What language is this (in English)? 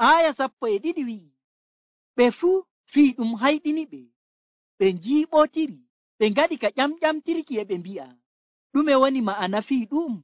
Nigerian Fulfulde